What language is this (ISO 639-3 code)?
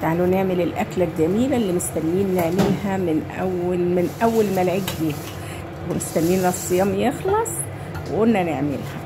arz